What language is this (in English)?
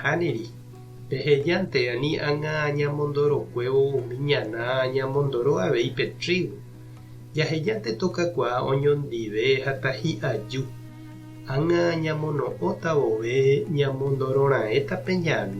Guarani